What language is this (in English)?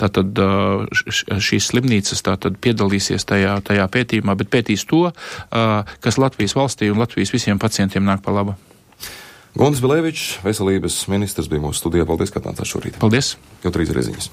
Latvian